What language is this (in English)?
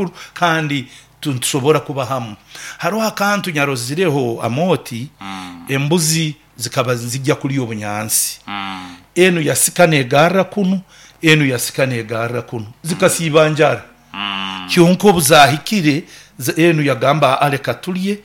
Nyoro